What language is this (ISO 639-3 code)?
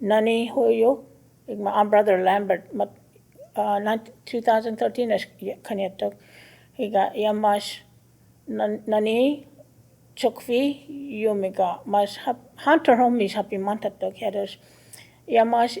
cho